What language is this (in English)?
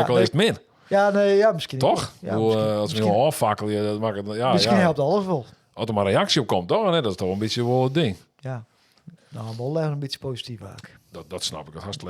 Western Frisian